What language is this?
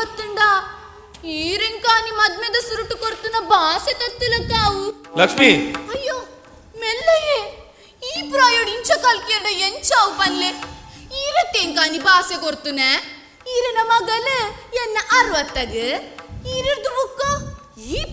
Tulu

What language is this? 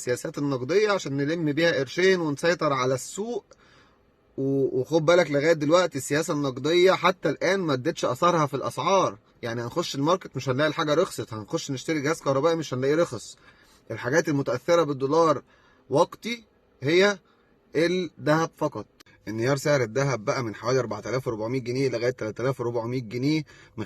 Egyptian Arabic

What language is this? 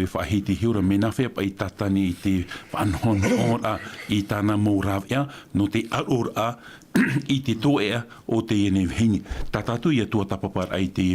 Tahitian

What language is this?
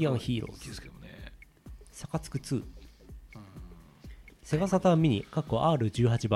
Japanese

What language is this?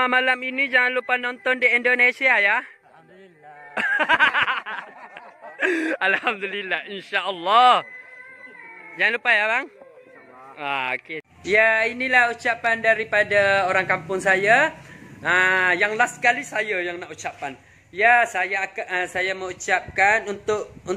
Malay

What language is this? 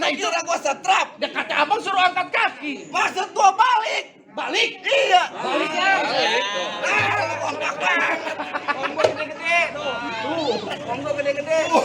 Betawi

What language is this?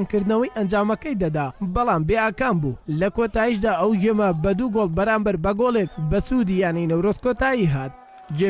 Central Kurdish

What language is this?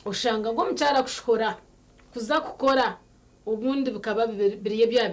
Nyankole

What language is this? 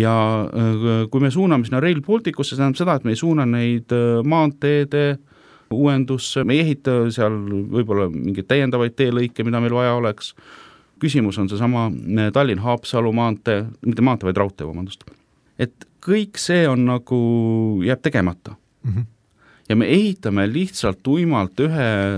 Estonian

